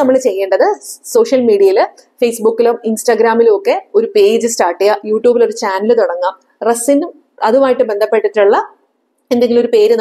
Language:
Malayalam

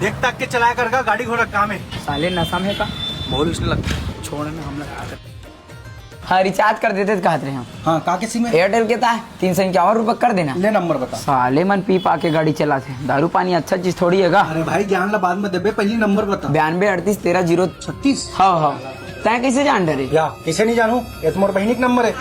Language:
Chhattisgarhi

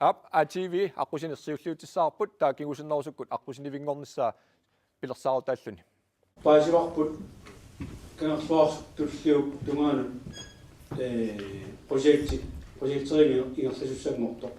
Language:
Kalaallisut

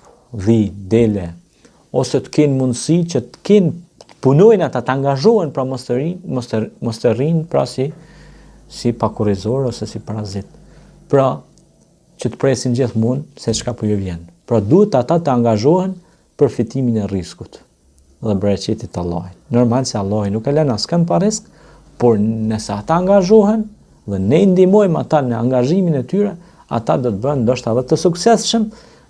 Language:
Albanian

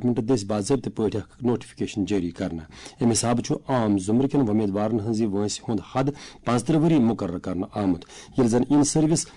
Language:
Kashmiri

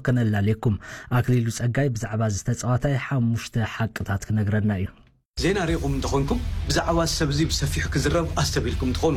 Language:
Tigrinya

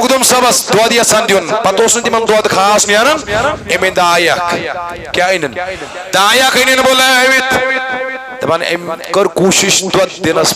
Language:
Kashmiri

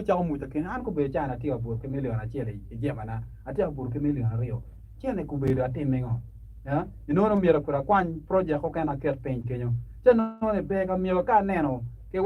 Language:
Acoli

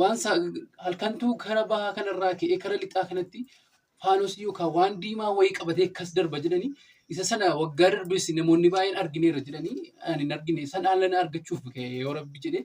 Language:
Oromo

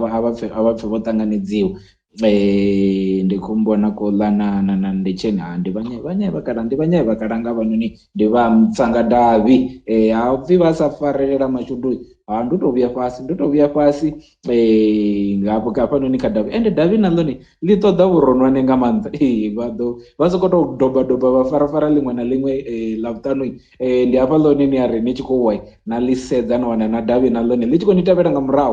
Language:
Venda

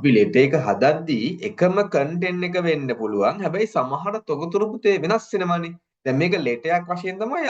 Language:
Sinhala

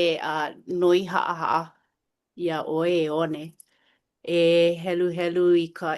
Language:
Hawaiian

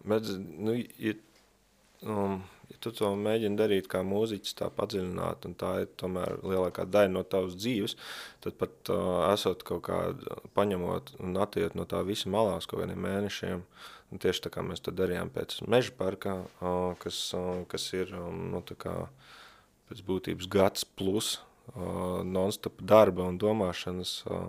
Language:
Latvian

